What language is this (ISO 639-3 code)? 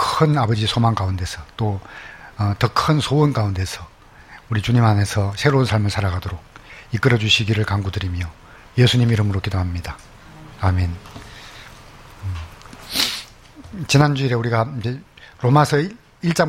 kor